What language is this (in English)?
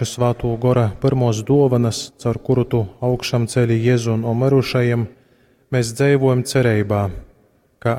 Latgalian